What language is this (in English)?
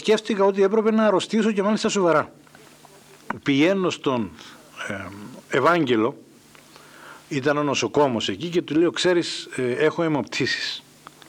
Greek